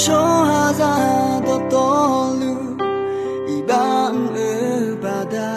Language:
Akha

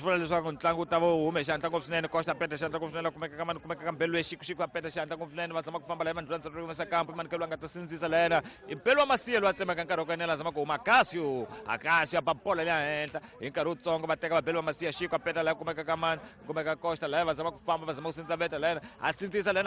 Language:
Tsonga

